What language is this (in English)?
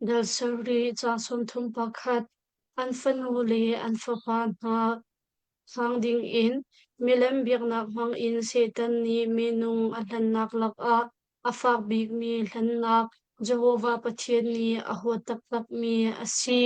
Hakha Chin